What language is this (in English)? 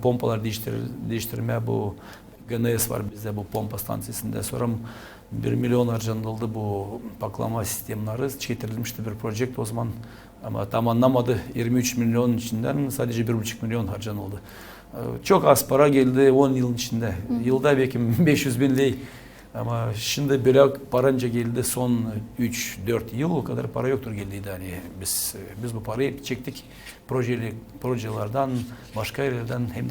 Gagauz